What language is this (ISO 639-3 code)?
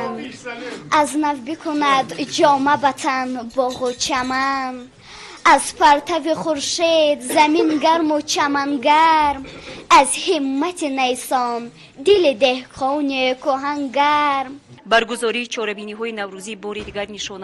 tgk